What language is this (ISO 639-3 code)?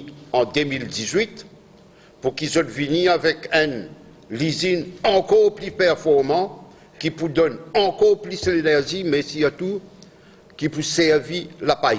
mfe